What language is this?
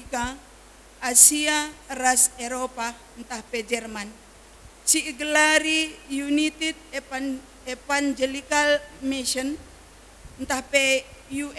Batak Karo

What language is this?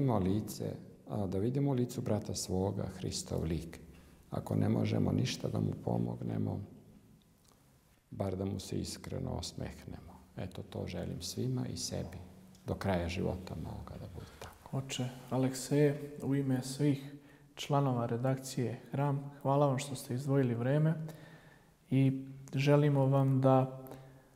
Serbian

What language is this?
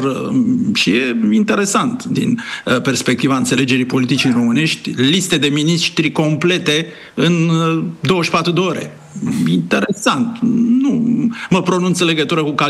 Romanian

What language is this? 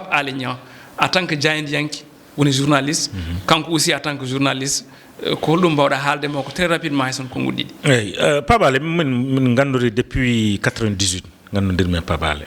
Fula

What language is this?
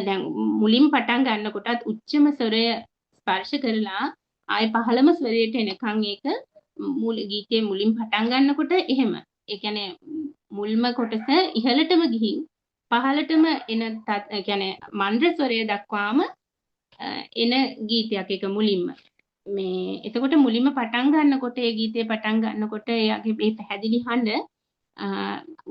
Sinhala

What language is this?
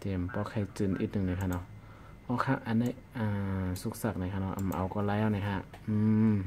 Shan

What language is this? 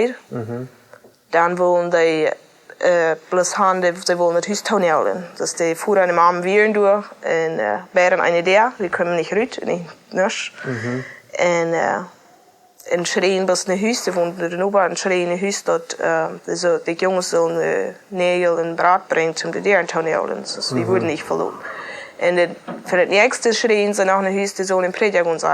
Plautdietsch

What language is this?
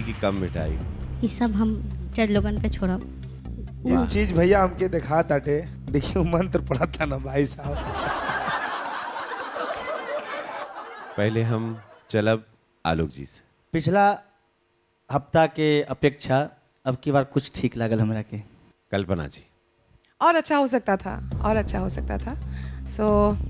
Bhojpuri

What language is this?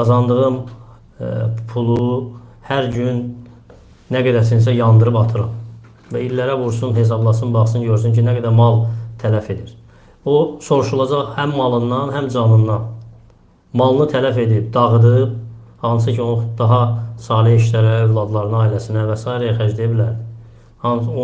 Azerbaijani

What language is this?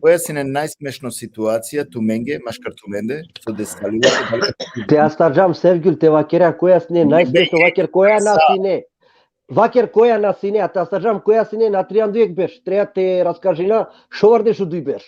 Balkan Romani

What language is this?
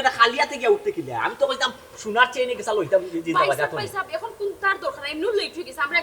Sylheti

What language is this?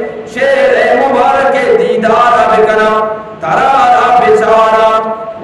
Eastern Balochi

